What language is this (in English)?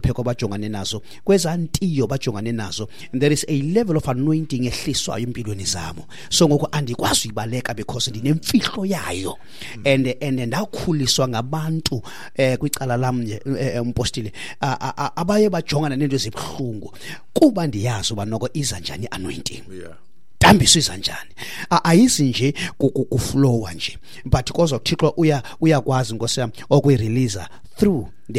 Xhosa